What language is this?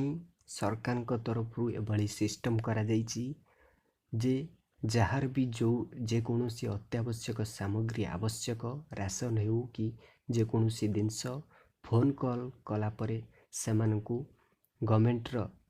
Odia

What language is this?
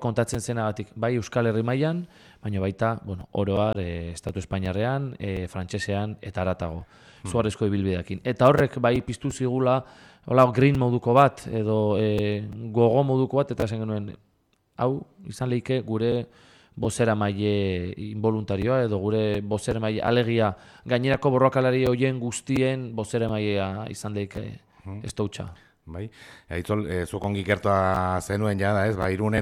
Basque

